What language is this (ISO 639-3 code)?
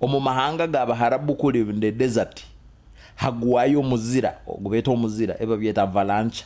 nyo